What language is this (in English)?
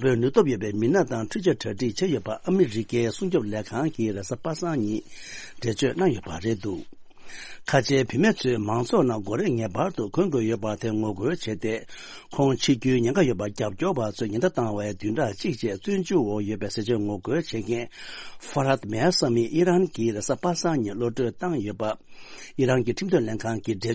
Tibetan